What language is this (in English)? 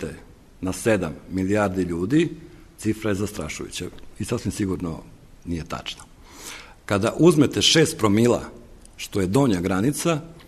Serbian